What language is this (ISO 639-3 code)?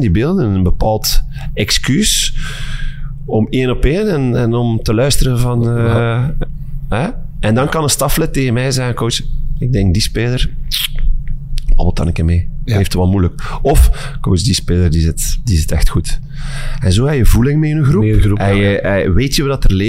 nld